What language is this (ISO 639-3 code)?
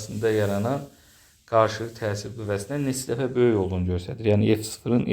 aze